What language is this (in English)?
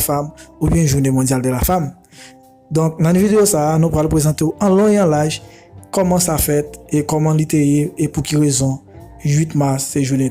Haitian Creole